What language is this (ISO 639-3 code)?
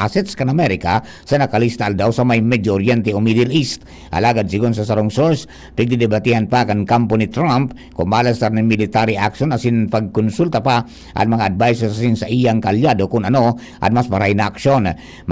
bik